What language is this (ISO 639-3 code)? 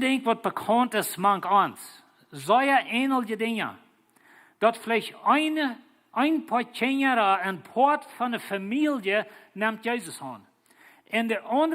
pdt